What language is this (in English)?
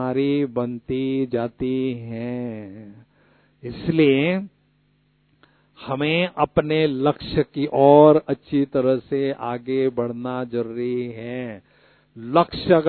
Hindi